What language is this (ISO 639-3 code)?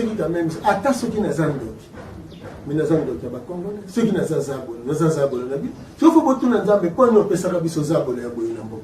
lin